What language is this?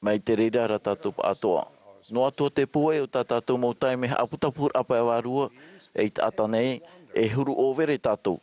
Tahitian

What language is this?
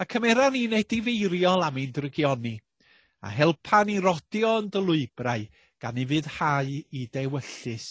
Welsh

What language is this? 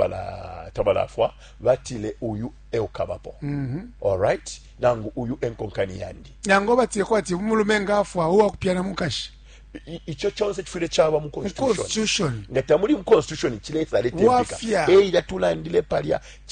Bemba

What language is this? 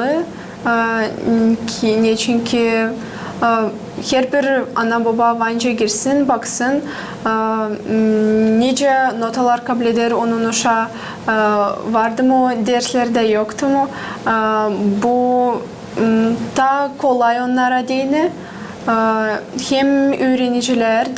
Gagauz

